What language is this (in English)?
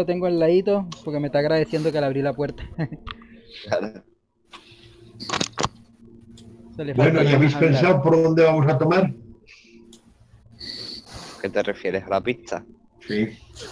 Spanish